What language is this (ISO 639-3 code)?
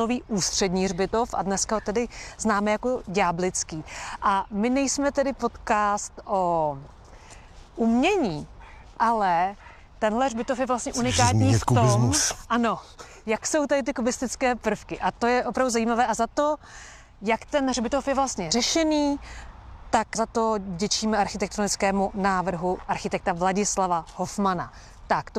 ces